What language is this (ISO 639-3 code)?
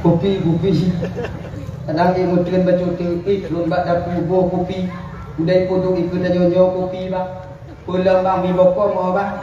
ace